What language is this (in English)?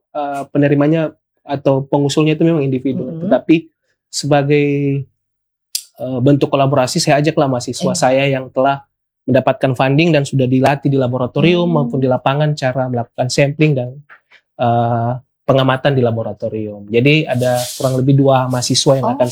Indonesian